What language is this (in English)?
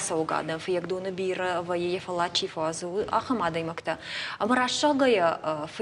Ossetic